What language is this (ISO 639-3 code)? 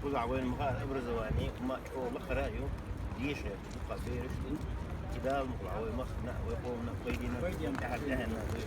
che